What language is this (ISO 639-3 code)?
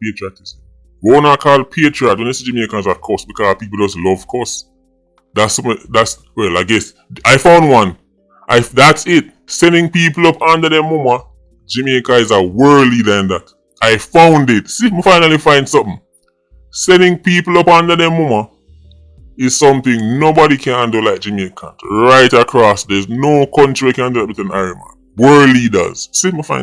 jam